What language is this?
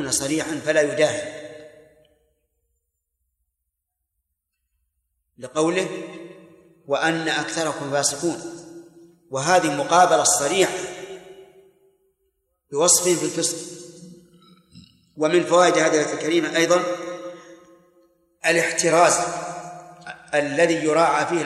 Arabic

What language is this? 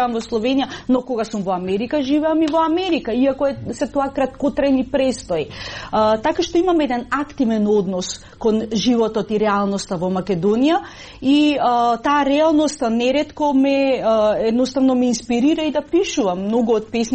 Macedonian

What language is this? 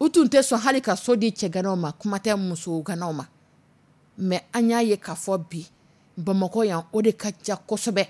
Dyula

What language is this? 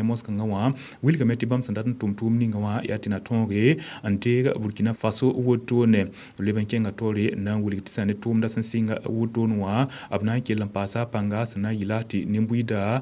Mossi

